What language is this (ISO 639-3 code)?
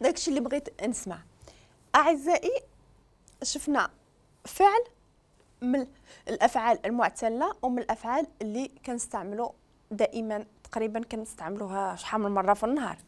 ary